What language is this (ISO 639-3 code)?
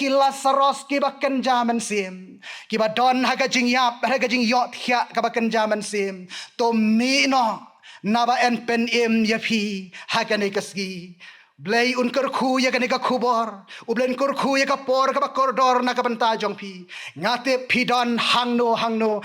kha